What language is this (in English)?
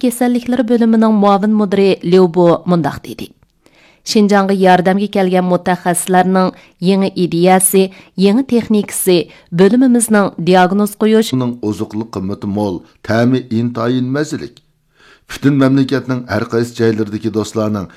Uyghur